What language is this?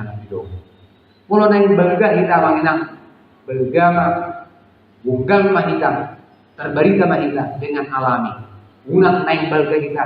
Batak Toba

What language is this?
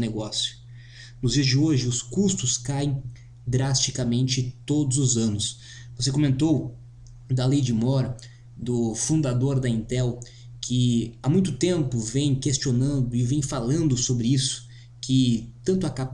Portuguese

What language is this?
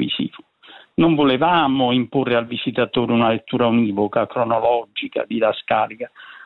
Italian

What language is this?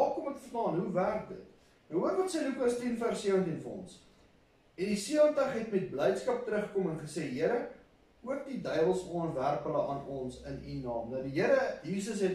Afrikaans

